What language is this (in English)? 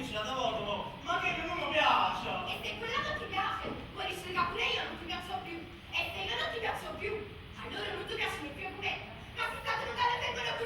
Neapolitan